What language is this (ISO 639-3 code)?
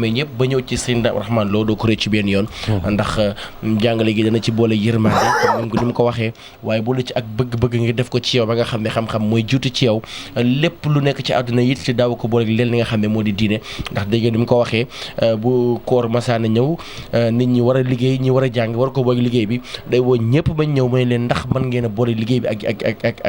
wol